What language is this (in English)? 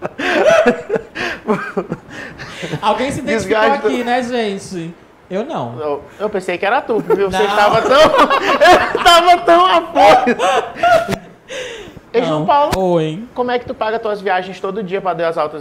Portuguese